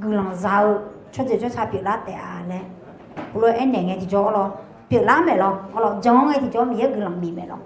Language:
Akha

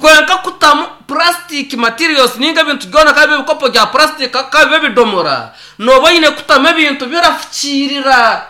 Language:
Nyankole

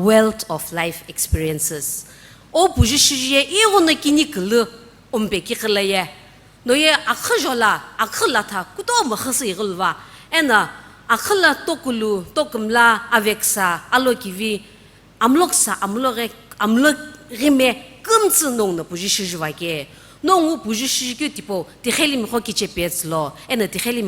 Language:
Sumi Naga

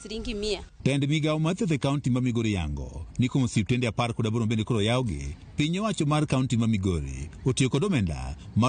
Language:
Luo (Kenya and Tanzania)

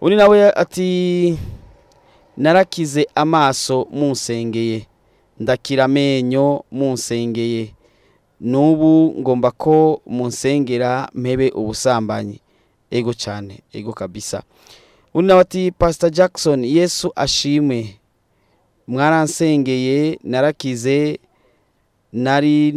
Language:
Rundi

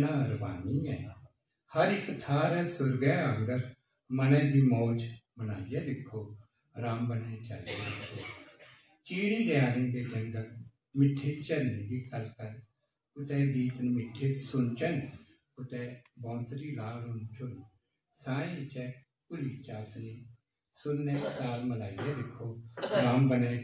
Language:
Dogri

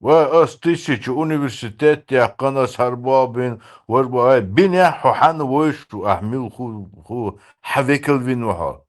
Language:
Chechen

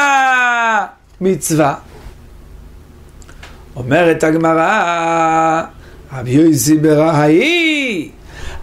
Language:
Hebrew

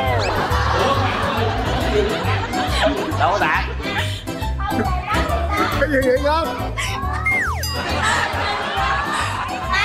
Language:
Vietnamese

